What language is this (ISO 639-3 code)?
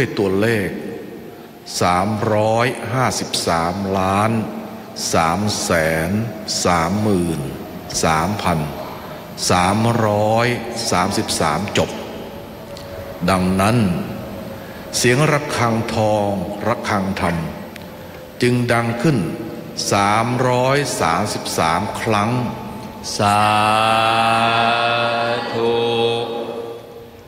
tha